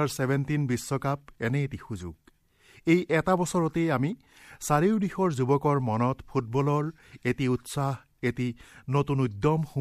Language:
Assamese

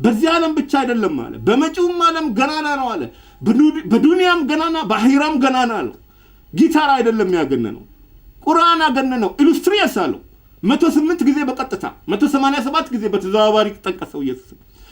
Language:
Amharic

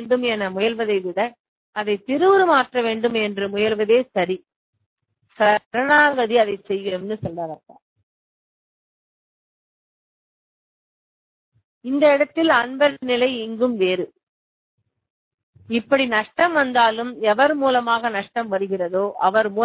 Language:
Tamil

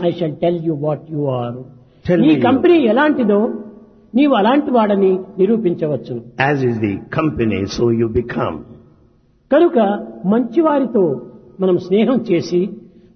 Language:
Telugu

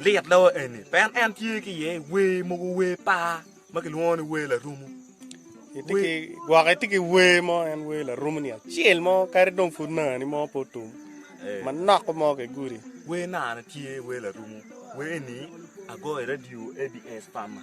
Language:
Acoli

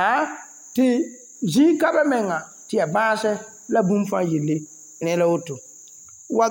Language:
Mossi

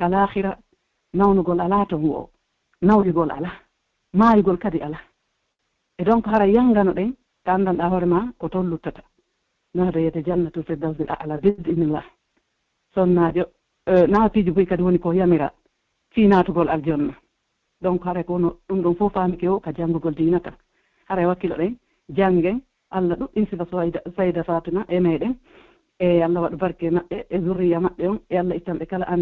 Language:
Pular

